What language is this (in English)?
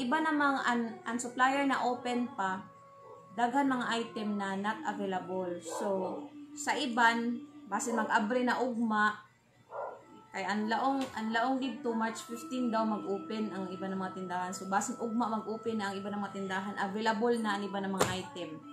Surigaonon